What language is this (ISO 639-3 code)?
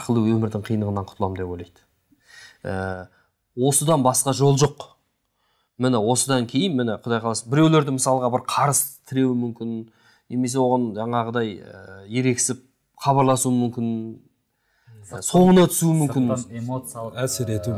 kaz